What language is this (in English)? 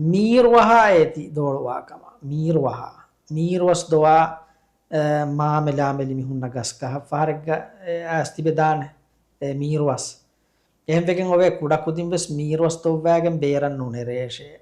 Divehi